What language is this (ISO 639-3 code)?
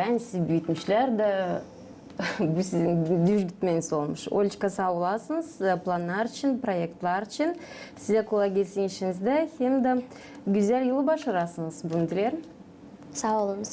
gag